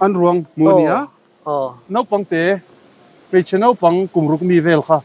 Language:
Mizo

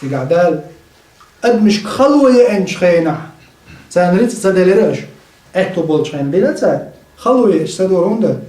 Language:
Chechen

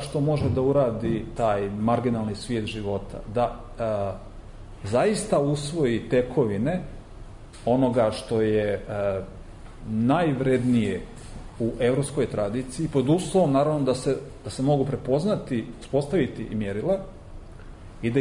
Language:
Serbian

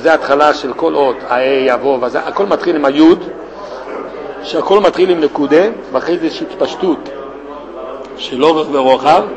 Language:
Hebrew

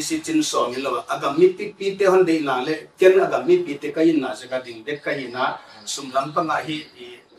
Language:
Paite Chin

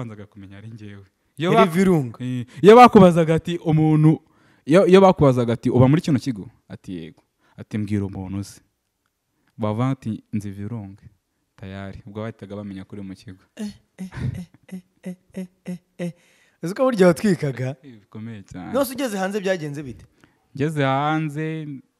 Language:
Kinyarwanda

